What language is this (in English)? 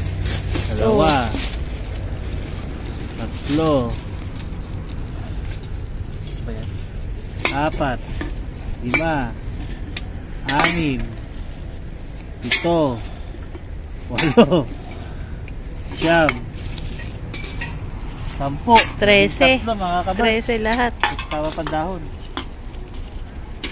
Filipino